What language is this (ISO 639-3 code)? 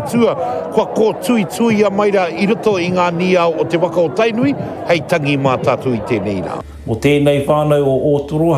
mri